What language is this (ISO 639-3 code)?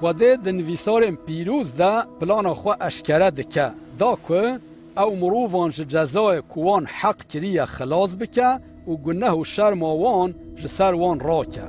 kur